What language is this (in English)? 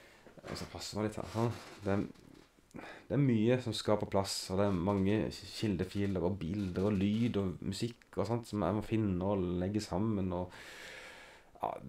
Norwegian